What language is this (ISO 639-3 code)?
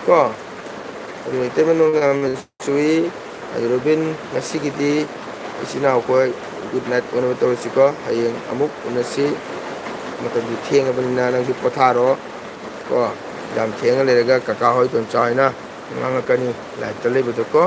mni